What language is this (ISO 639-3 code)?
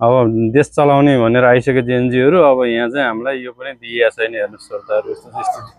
nep